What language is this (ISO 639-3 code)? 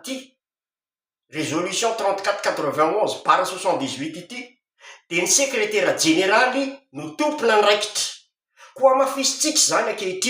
mlg